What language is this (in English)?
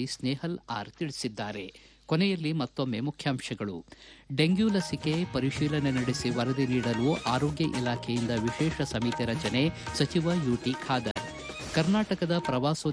Kannada